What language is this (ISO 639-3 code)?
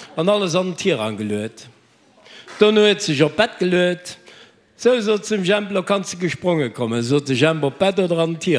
ltz